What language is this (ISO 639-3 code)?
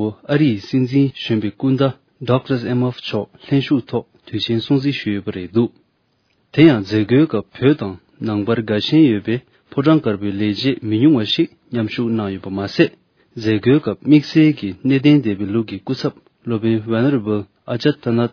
bod